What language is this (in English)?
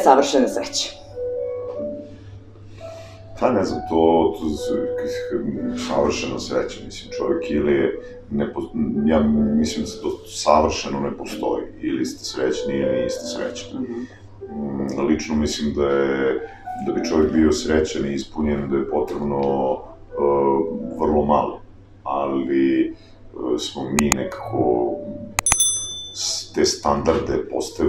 Serbian